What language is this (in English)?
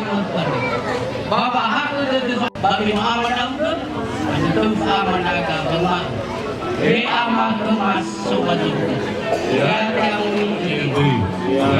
Nias